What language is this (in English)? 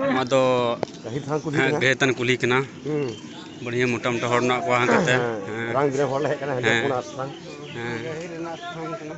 Santali